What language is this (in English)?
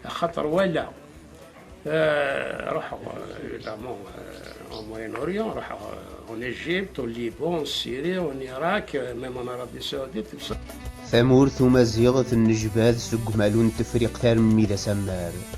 Kabyle